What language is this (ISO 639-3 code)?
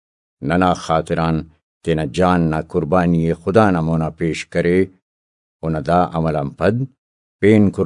brh